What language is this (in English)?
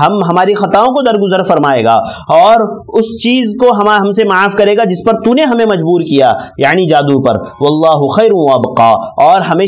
Urdu